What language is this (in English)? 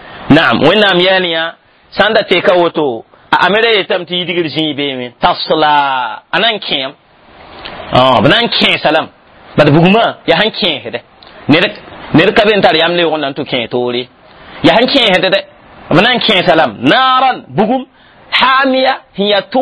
Mossi